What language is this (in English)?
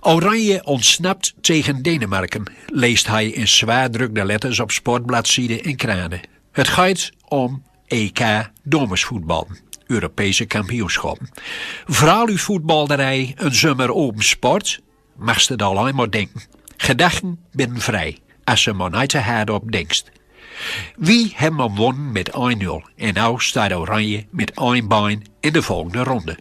Gronings